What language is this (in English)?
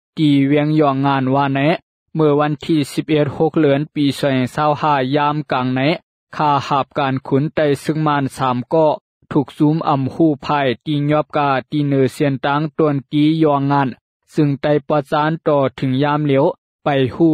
Shan